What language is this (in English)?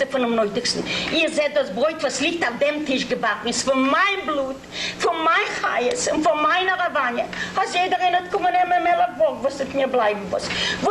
Yiddish